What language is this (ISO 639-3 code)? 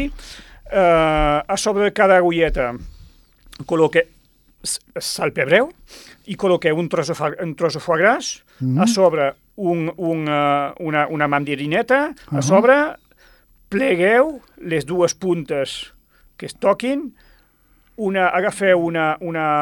cat